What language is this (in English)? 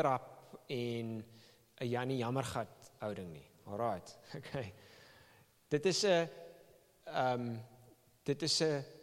Afrikaans